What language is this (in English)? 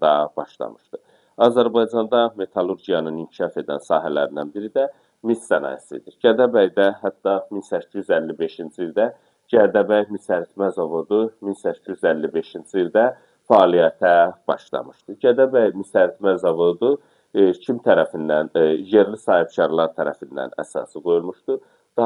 Azerbaijani